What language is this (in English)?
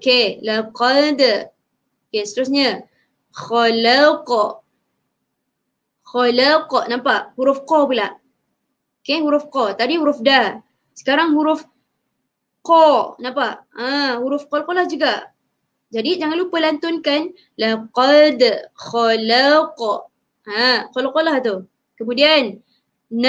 Malay